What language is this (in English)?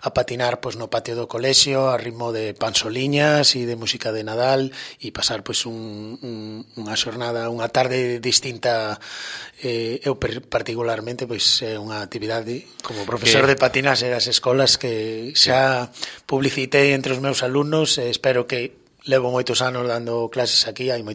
Galician